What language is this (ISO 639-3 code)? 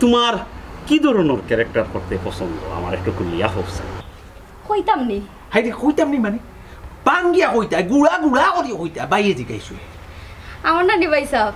syl